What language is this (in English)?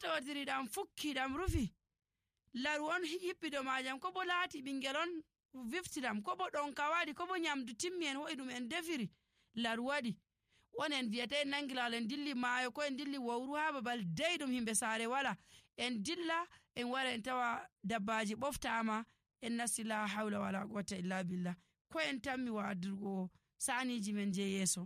Nigerian Fulfulde